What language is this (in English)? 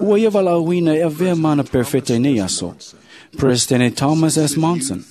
Samoan